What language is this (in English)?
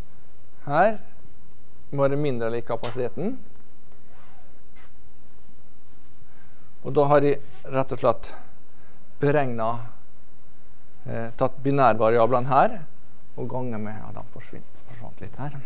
Norwegian